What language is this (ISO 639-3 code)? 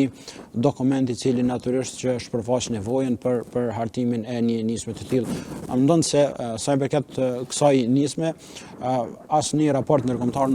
sqi